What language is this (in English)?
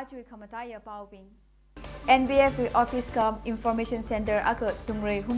Tangkhul Naga (India)